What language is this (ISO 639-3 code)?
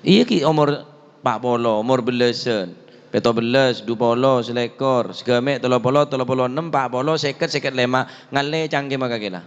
mad